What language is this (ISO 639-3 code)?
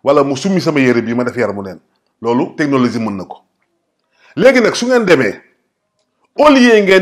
wol